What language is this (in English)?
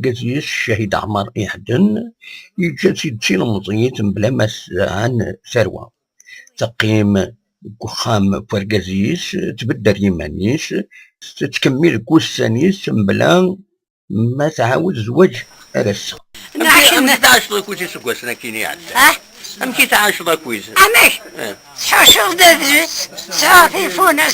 Kabyle